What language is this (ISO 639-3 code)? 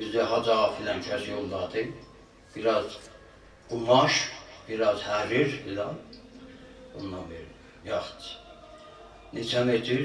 azb